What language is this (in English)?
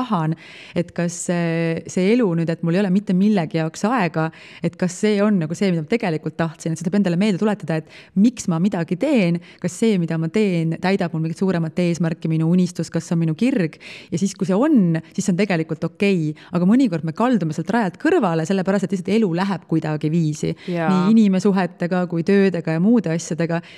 Estonian